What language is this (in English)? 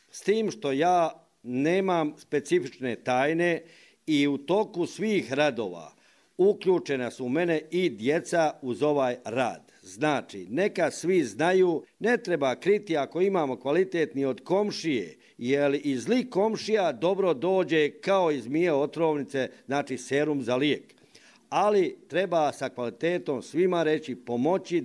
Croatian